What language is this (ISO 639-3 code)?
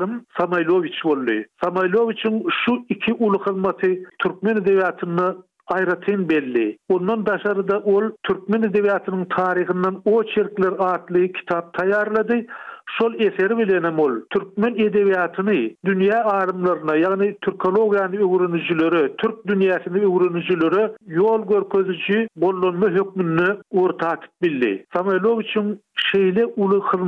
tuk